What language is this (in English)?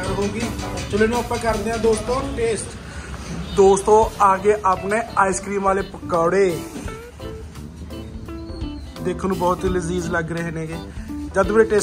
Punjabi